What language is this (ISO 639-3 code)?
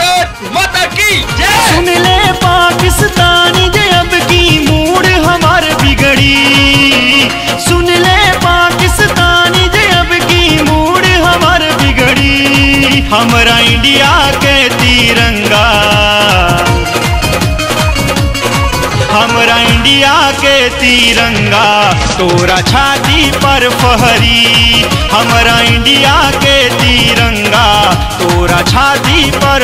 bho